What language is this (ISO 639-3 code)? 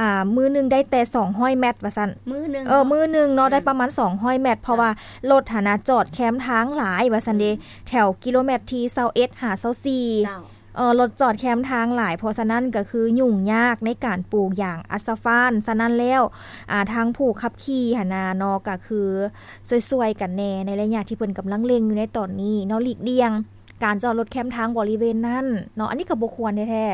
lao